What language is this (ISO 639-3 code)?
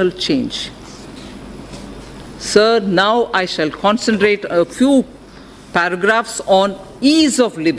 eng